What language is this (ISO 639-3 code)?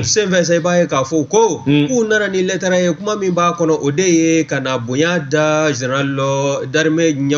bam